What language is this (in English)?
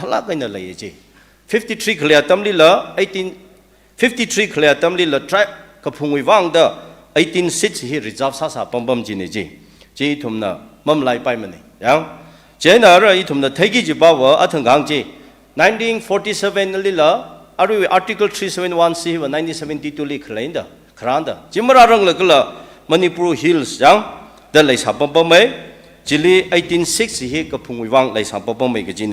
Tangkhul Naga (India)